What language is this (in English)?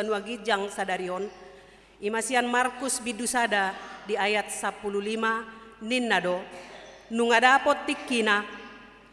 Batak Toba